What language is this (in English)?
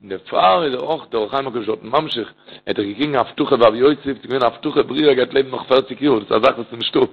Yiddish